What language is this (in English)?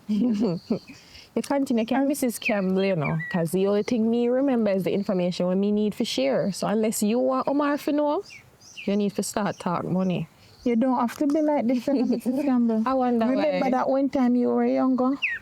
Jamaican Creole English